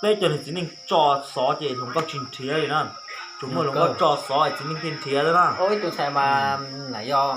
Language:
Hmong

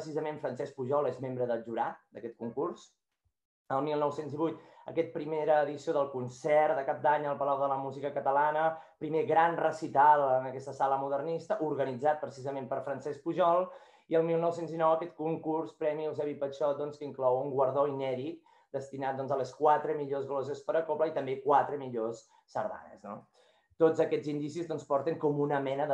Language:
Catalan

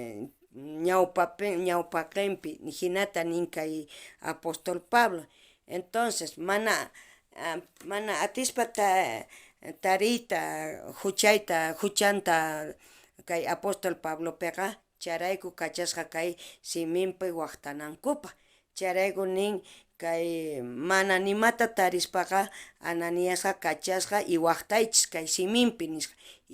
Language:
South Bolivian Quechua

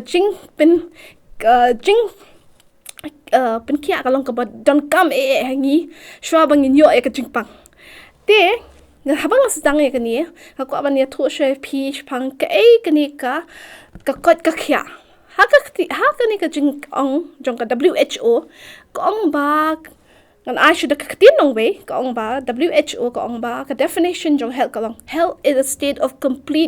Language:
Khasi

